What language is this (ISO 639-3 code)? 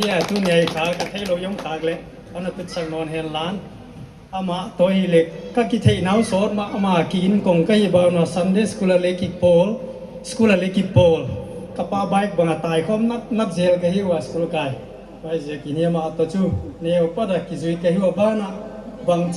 pck